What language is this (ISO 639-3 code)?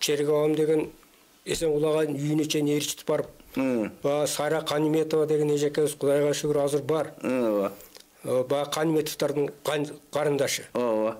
kir